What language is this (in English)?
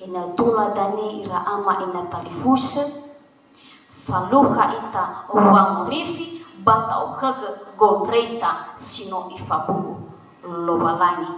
Nias